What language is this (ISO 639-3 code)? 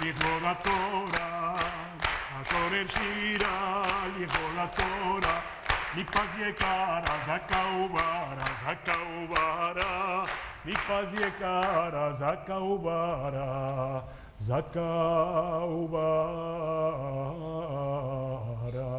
lad